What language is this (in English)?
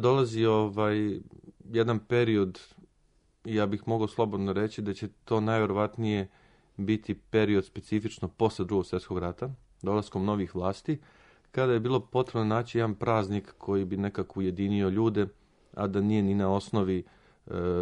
Serbian